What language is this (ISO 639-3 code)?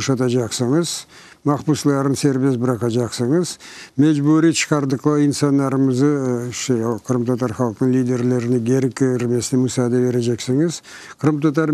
crh